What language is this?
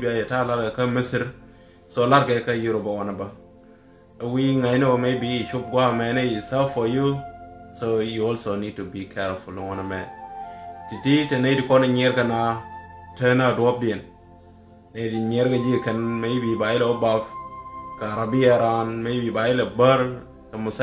Nuer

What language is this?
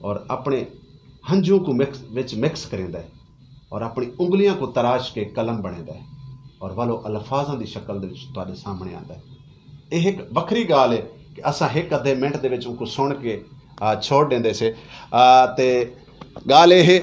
Saraiki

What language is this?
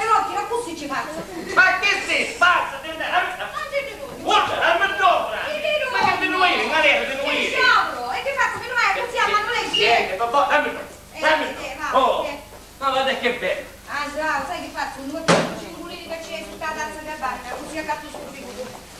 Sicilian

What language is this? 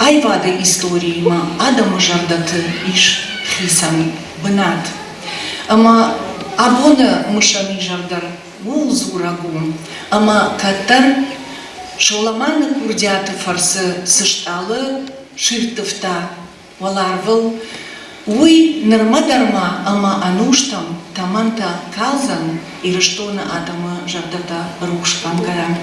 Ossetic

